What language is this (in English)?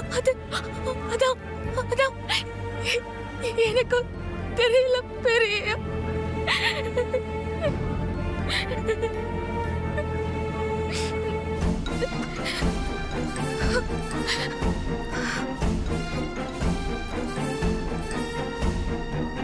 Tamil